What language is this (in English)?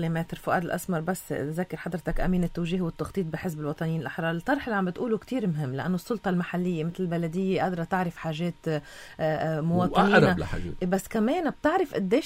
North Levantine Arabic